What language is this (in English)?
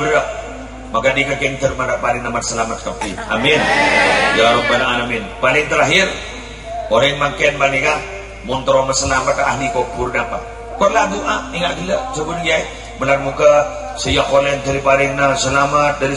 Madurese